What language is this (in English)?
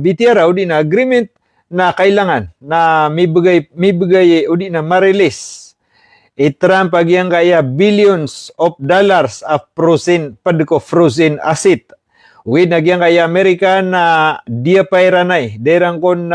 Maranao